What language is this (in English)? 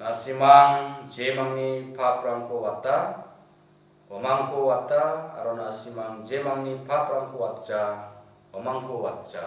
Garo